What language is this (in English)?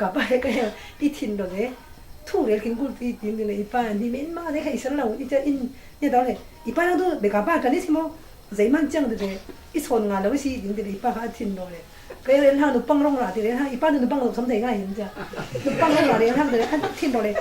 Falam Chin